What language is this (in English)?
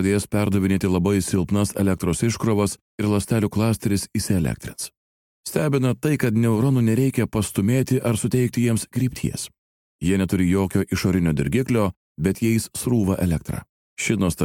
Lithuanian